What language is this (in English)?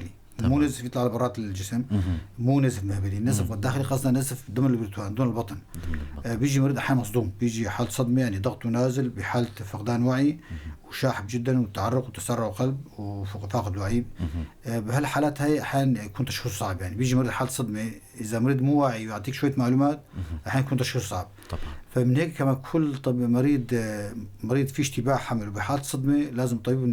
North Levantine Arabic